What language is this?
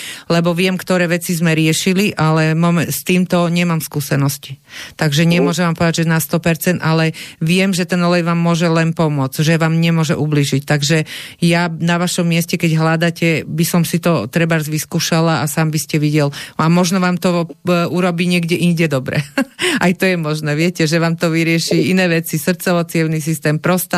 Slovak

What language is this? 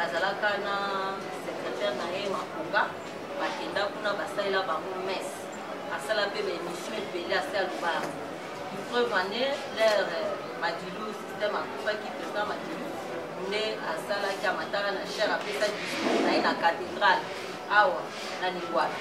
Lingala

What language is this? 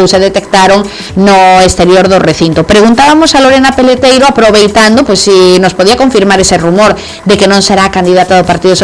Galician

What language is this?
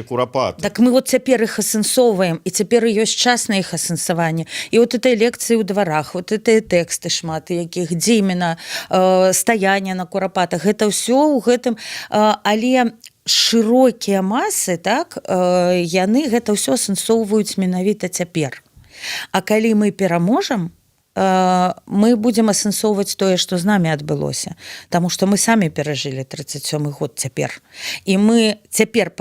Belarusian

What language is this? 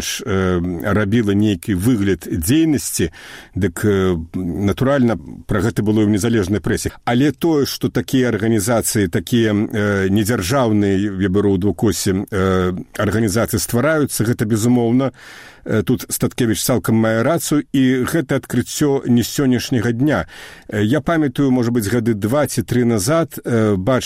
Belarusian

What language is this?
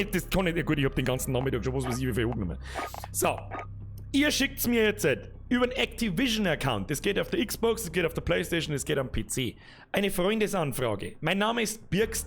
Bavarian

